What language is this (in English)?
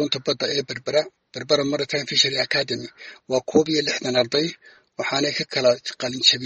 Somali